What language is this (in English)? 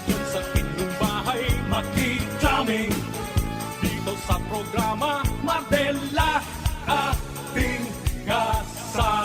Bikol